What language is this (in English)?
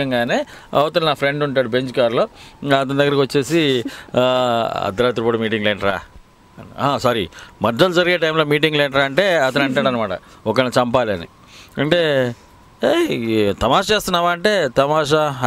Telugu